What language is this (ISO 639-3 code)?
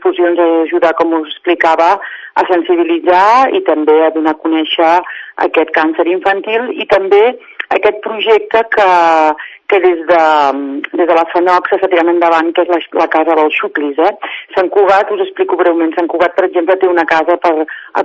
cat